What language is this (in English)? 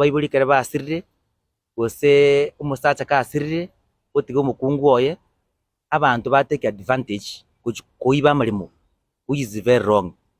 Gusii